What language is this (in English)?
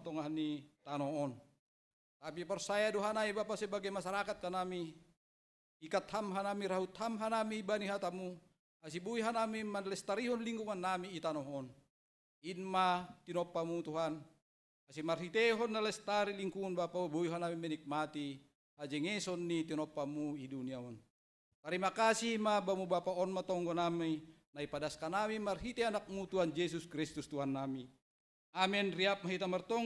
Batak Simalungun